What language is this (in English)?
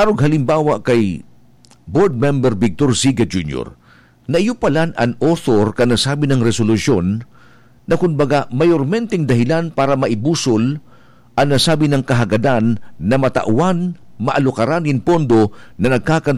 Bikol